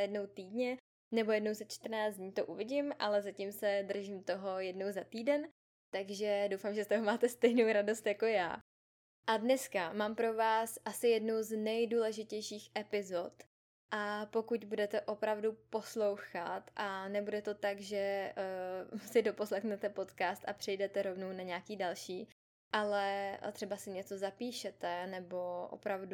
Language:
Czech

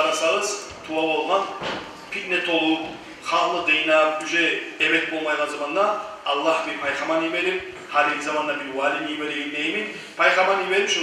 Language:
Kumyk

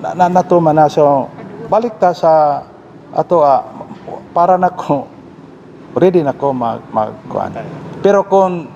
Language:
Cebuano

